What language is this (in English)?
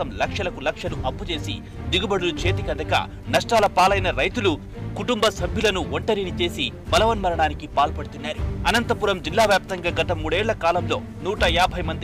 Telugu